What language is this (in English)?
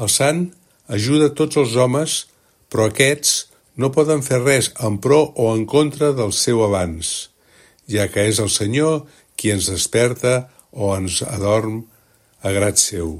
Catalan